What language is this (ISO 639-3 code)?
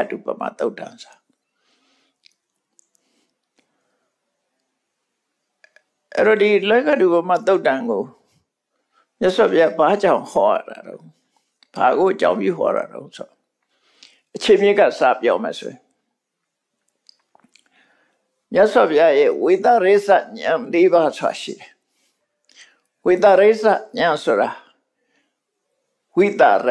mya